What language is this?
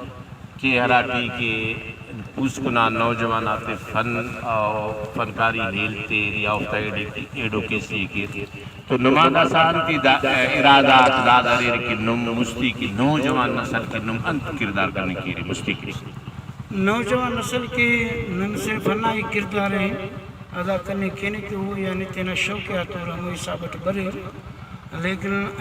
Brahui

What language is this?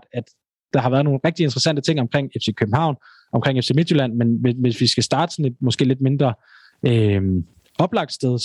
Danish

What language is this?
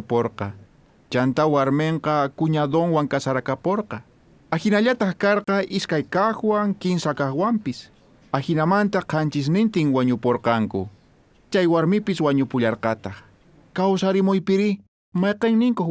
South Bolivian Quechua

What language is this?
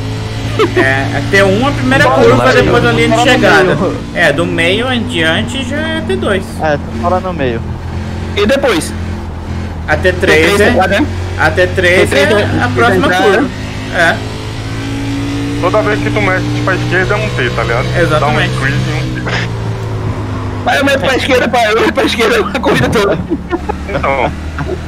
Portuguese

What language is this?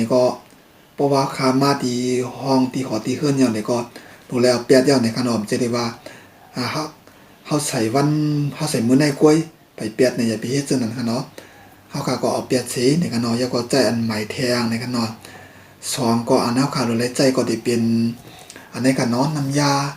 Shan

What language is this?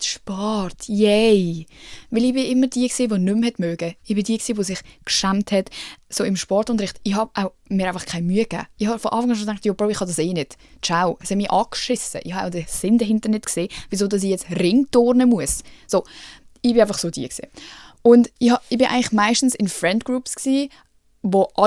Swiss German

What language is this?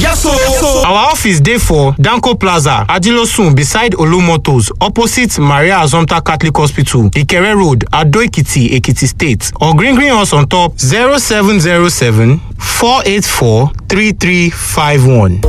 Yoruba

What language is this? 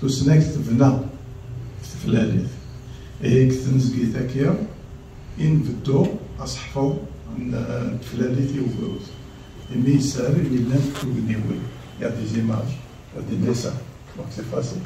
Kabyle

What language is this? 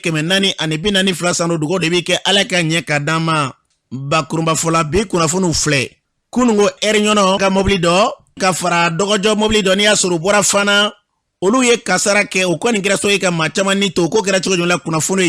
Bambara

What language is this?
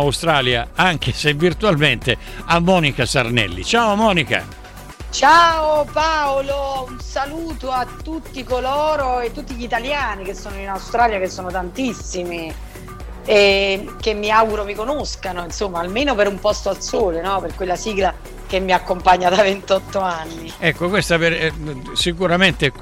Italian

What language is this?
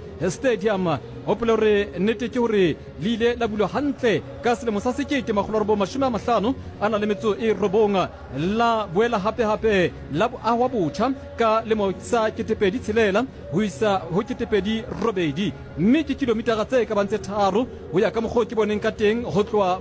Southern Sotho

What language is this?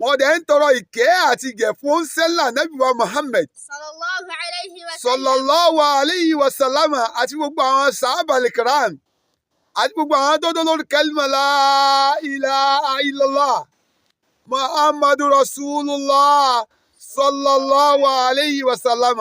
Yoruba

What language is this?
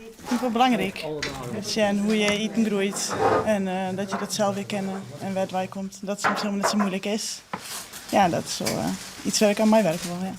Western Frisian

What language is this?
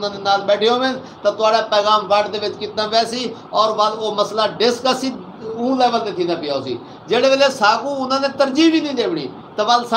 Saraiki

